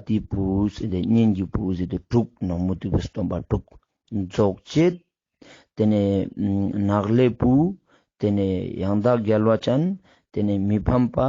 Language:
Ladakhi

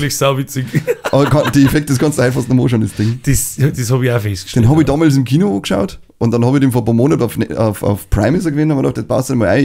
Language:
Bavarian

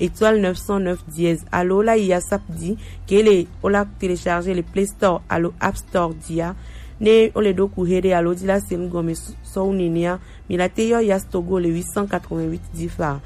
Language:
Gen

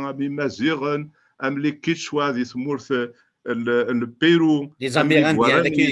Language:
Kabyle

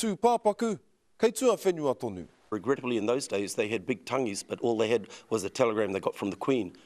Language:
Māori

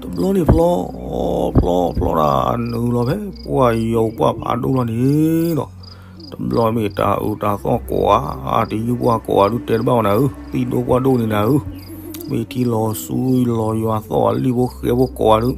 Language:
S'gaw Karen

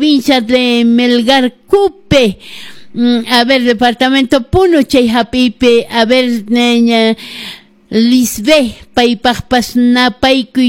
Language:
Quechua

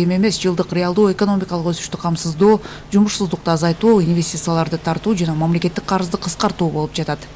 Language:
Kyrgyz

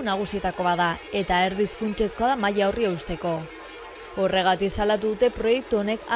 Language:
Basque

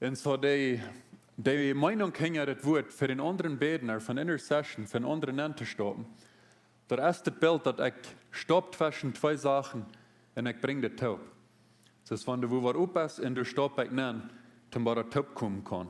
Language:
Plautdietsch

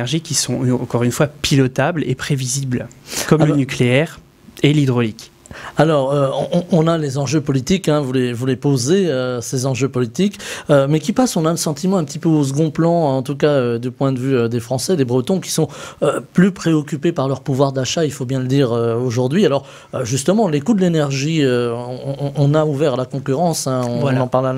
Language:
French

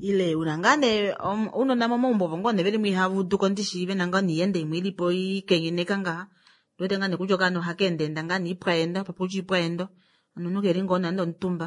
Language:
Kuanyama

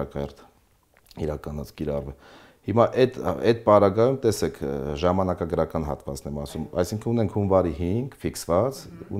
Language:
Armenian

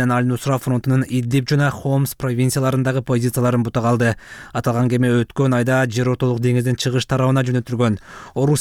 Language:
Kyrgyz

